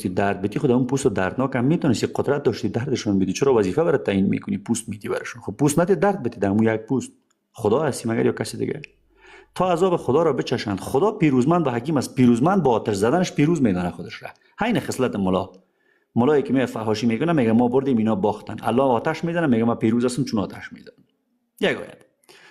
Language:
Persian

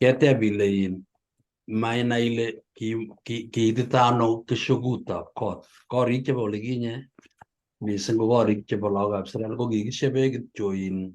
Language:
Kalenjin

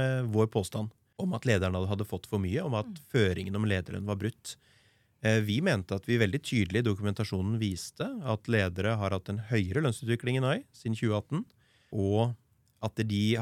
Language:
Norwegian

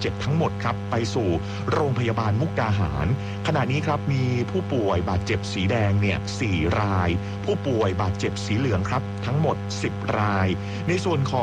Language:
Thai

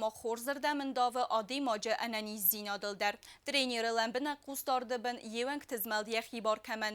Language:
Ossetic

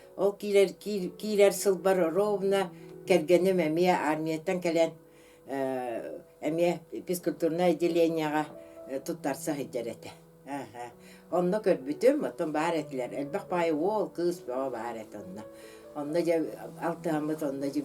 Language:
Yakut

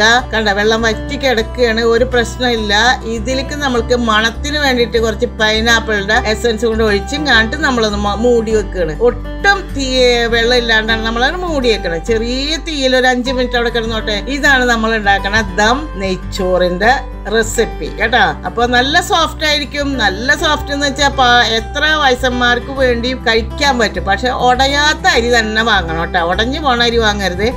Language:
Malayalam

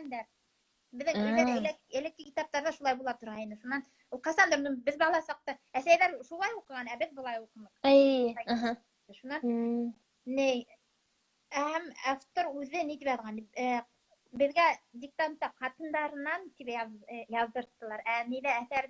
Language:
Bashkir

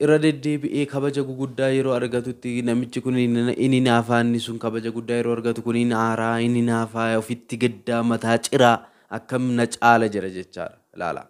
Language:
Oromo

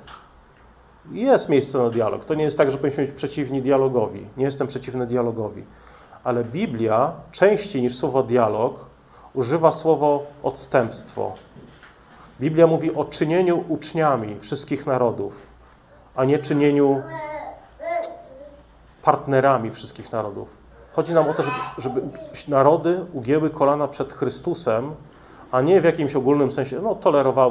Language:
Polish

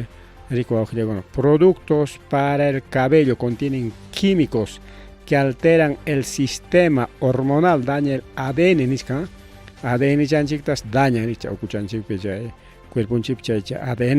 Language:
Ayacucho Quechua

